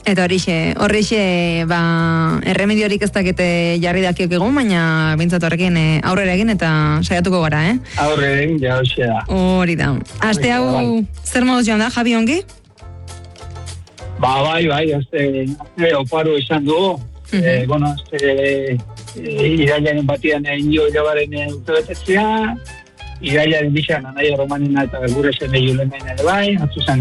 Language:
Basque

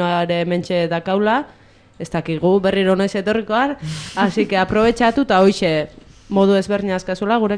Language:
Basque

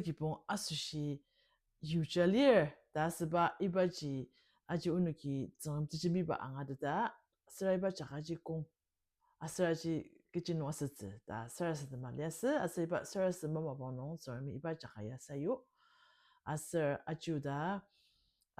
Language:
Ao Naga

